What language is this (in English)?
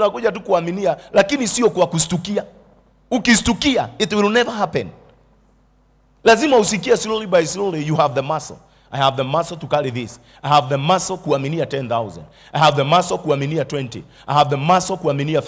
Swahili